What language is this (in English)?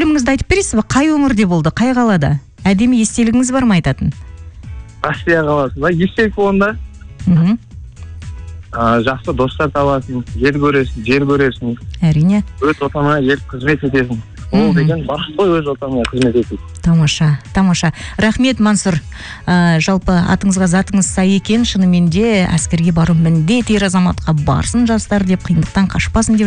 Kazakh